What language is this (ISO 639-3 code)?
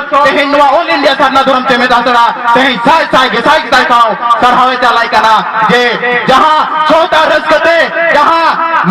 sat